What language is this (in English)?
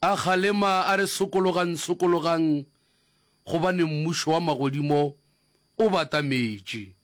Northern Sotho